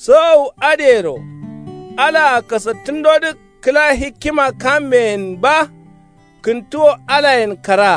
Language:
Kanuri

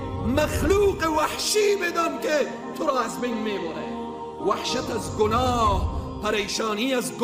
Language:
Persian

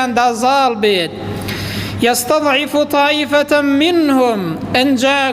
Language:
Central Kurdish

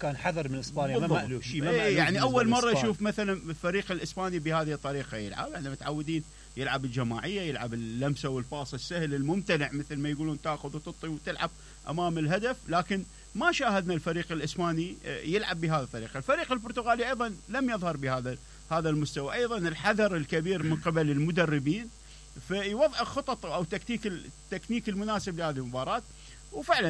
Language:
Mesopotamian Arabic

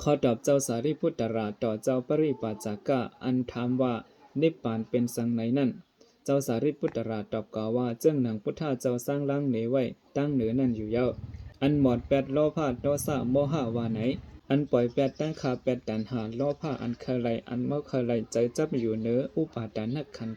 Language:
Shan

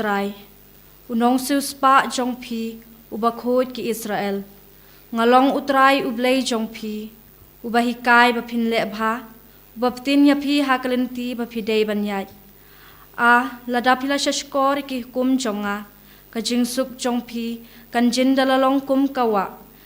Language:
Khasi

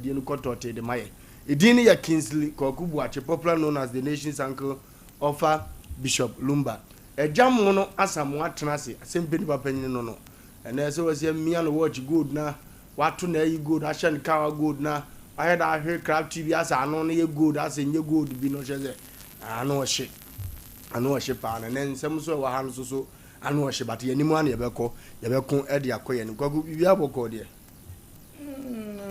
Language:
Akan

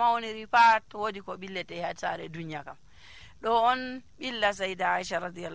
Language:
Nigerian Fulfulde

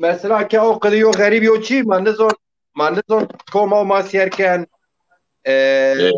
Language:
Zaza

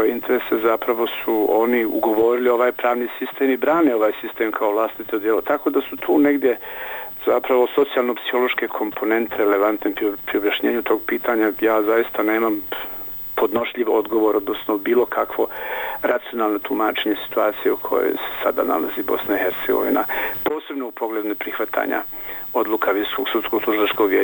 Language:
Bosnian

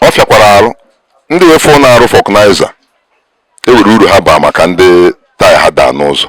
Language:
Igbo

